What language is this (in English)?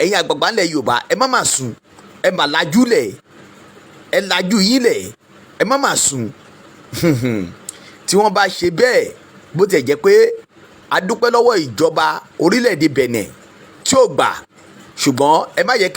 Yoruba